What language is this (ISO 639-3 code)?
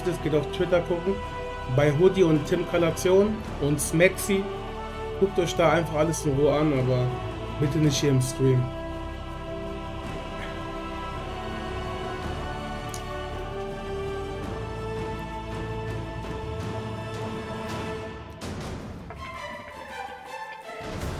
deu